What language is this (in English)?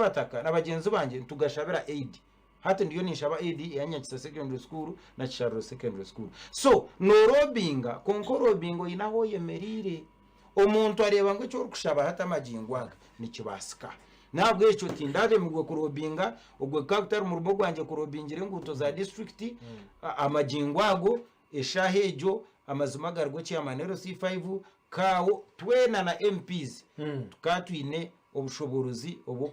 Nyankole